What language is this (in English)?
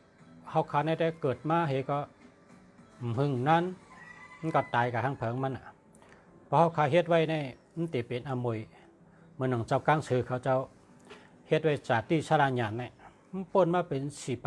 Shan